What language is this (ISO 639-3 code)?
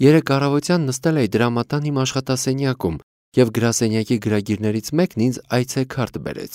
hye